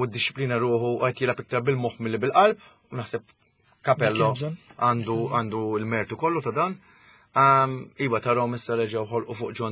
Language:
Maltese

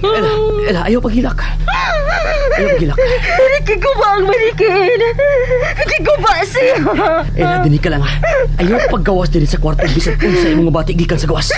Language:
Cebuano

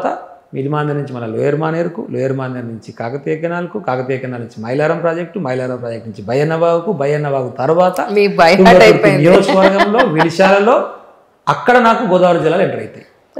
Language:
Telugu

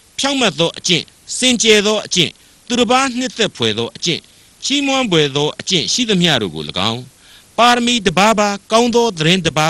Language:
Burmese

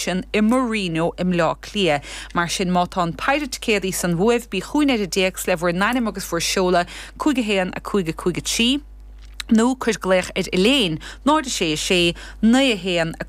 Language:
Irish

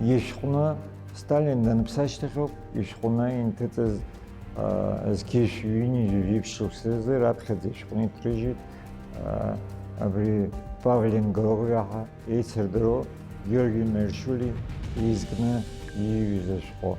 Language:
Abkhazian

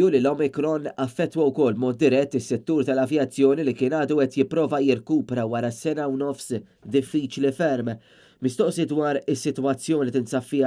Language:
Maltese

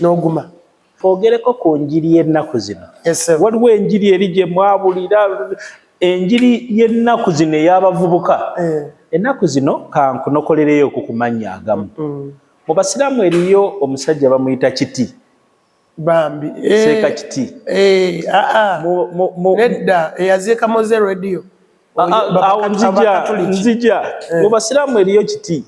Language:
Ganda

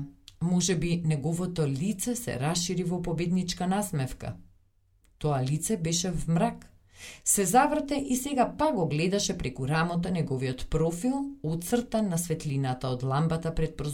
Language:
Macedonian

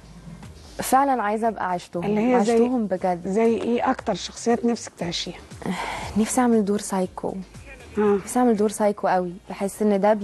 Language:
Egyptian Arabic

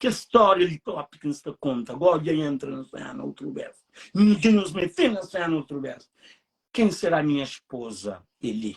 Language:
Kabuverdianu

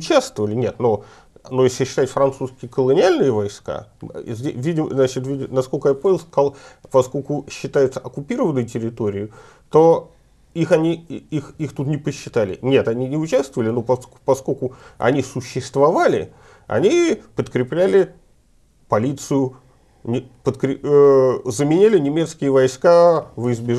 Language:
Russian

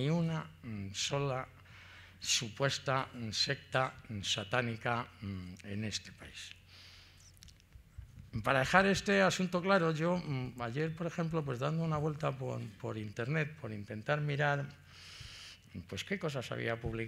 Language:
Spanish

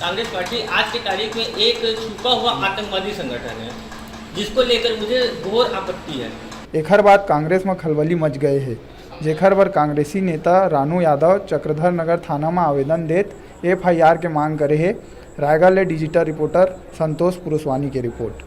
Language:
Chhattisgarhi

